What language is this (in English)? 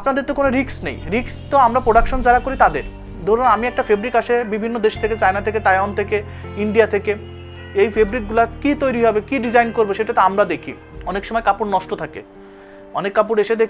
Bangla